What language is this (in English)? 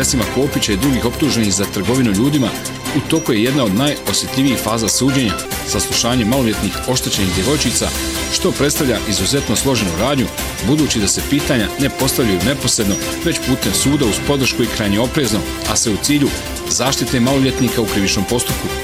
Bosnian